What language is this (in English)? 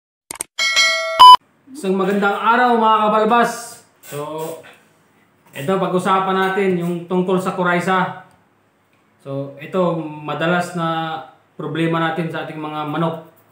Filipino